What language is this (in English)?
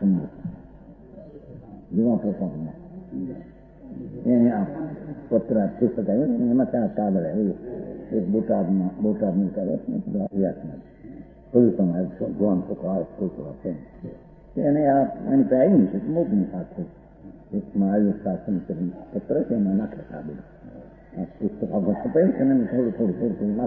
Gujarati